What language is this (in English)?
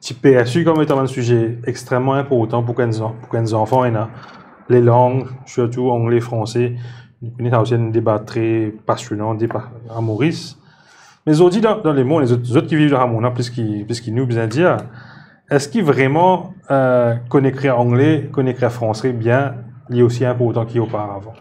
Morisyen